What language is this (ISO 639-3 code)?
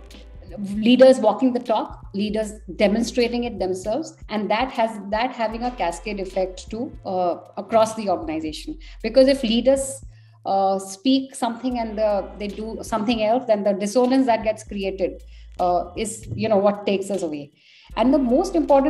eng